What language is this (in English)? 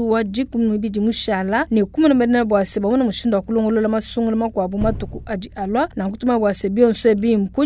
Luba-Lulua